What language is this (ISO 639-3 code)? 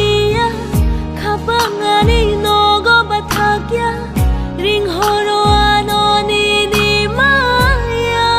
trp